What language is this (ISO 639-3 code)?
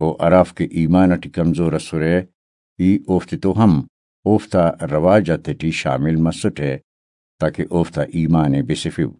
brh